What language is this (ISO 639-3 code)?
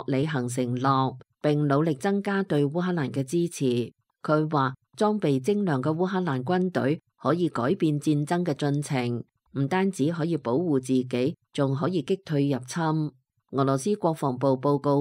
yue